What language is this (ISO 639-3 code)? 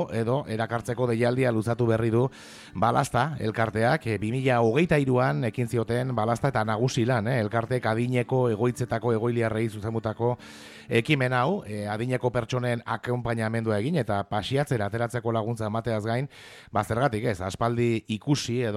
eus